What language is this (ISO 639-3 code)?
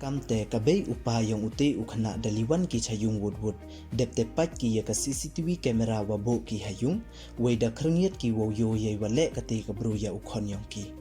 pbv